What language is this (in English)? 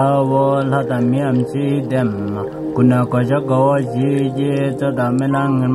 Tibetan